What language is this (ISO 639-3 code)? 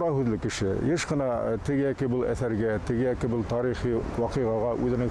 bak